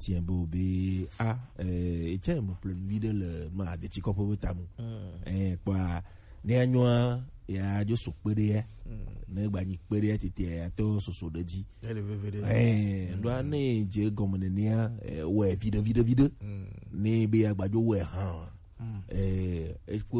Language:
Gen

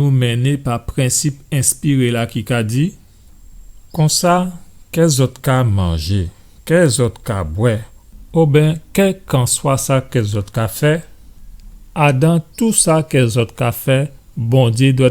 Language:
Guadeloupean Creole French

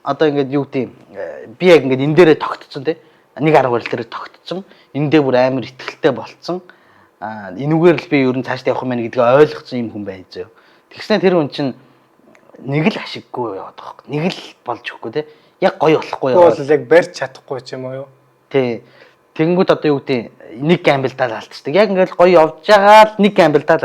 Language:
Mongolian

